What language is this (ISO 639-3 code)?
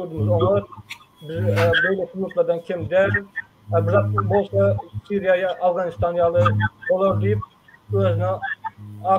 tuk